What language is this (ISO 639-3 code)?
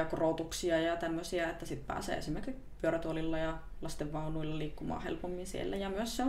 fin